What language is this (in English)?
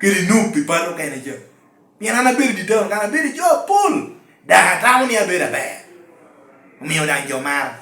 Lango (Uganda)